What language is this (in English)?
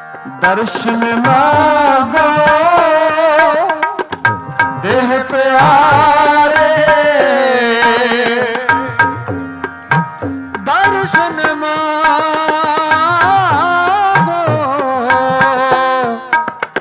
Punjabi